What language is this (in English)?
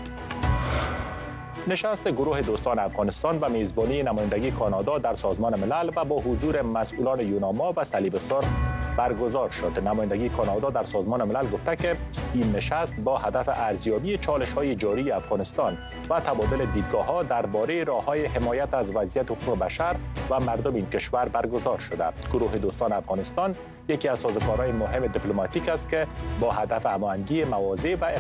Persian